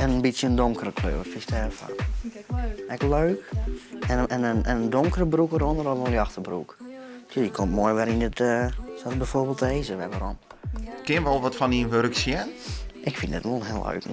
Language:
Western Frisian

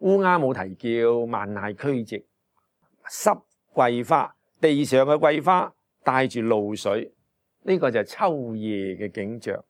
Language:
Cantonese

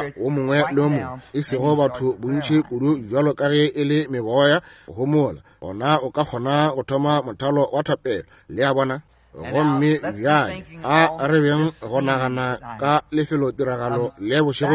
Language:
Northern Sotho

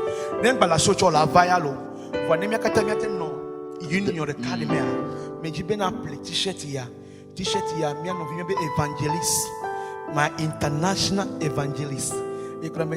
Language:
Ewe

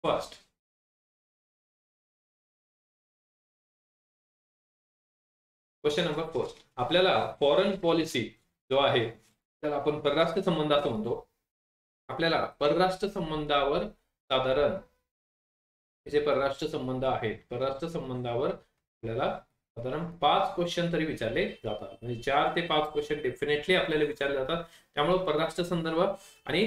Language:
Marathi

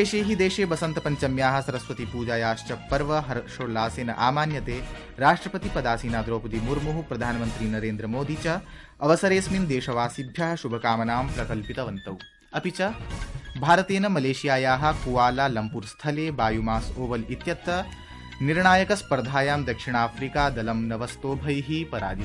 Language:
Sanskrit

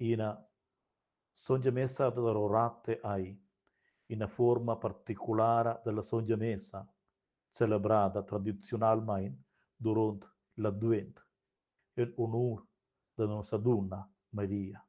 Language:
Romansh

